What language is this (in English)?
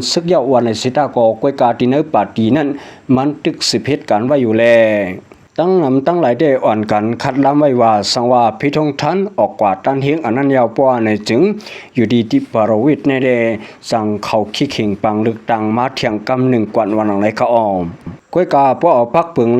Shan